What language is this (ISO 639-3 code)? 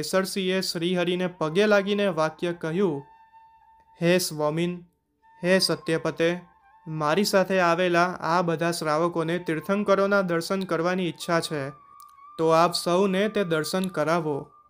guj